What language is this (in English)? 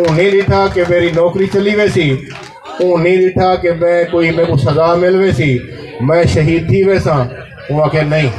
Saraiki